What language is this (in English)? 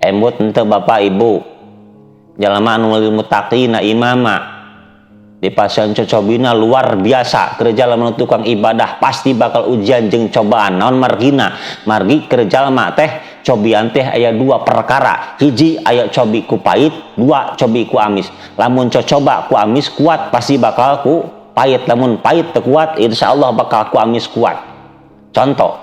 Sundanese